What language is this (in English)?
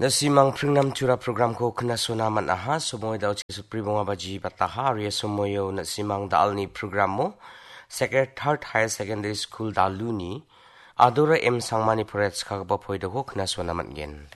Garo